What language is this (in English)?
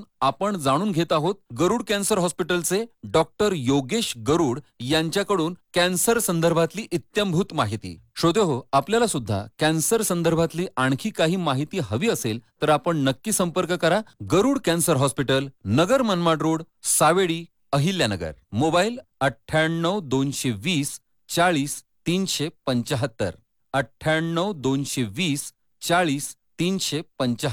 Marathi